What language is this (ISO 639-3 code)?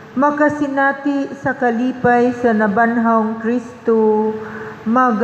ceb